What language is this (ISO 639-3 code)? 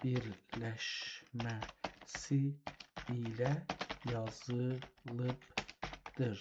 azb